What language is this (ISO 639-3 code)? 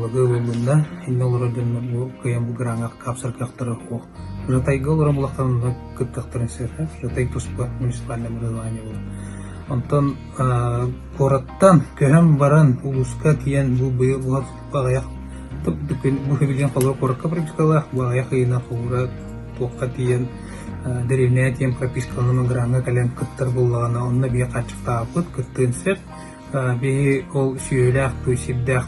sah